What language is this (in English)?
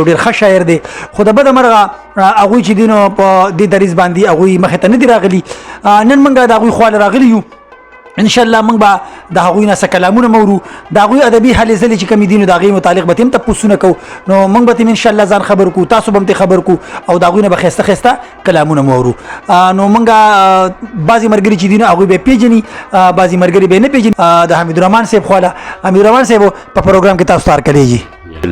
Pashto